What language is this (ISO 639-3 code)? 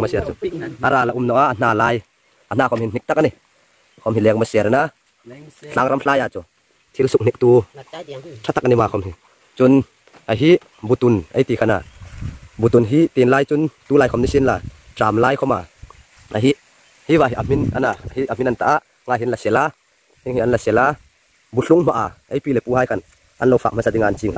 hmr